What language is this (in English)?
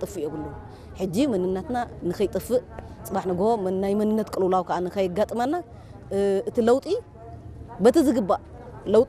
Tigrinya